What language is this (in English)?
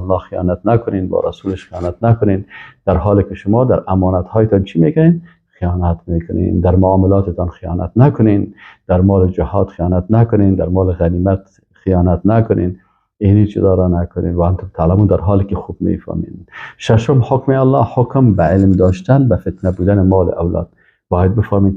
Persian